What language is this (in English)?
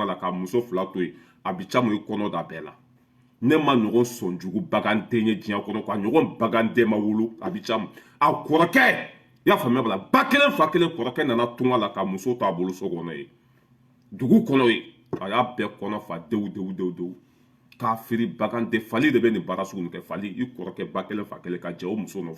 Bambara